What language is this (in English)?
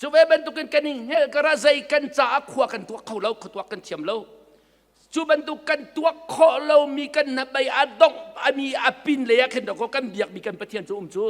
Hakha Chin